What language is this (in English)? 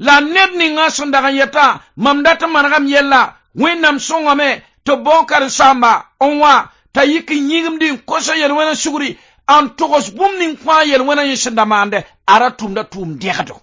Mossi